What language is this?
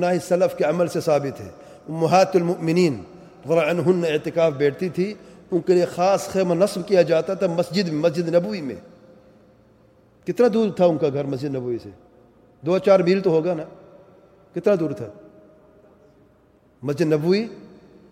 Urdu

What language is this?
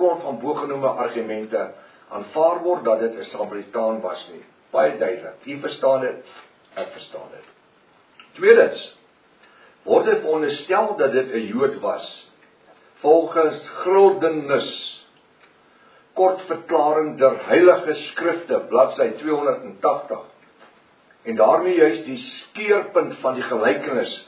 Afrikaans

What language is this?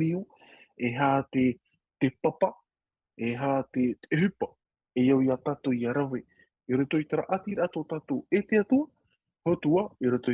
Tahitian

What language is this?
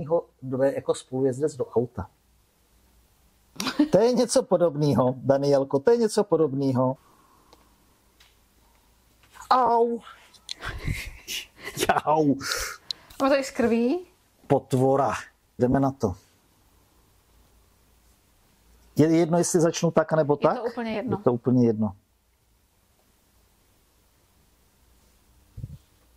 Czech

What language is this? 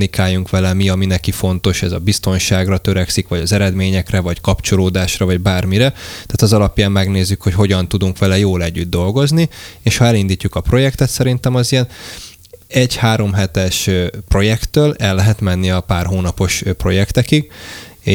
Hungarian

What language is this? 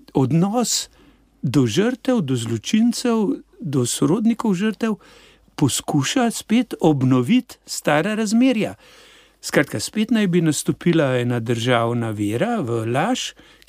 Slovenian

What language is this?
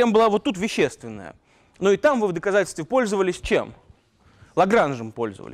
Russian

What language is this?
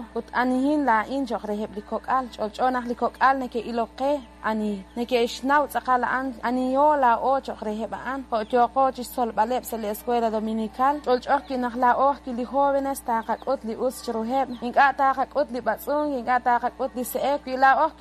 Kekchí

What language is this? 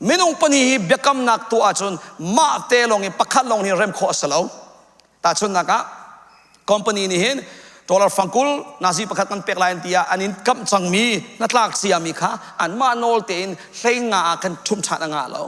Hakha Chin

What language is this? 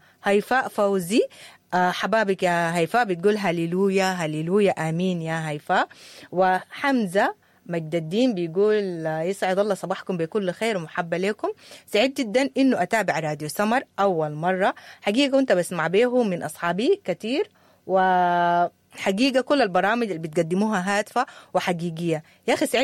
Sudanese Arabic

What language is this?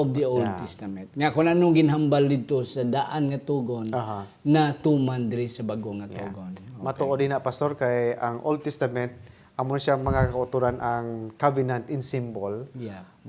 Hiligaynon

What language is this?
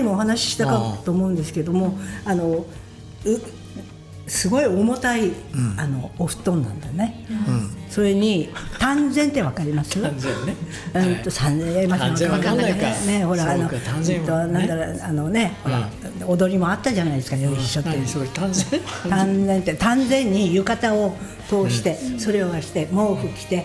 Japanese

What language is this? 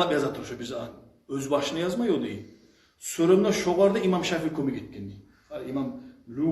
Kumyk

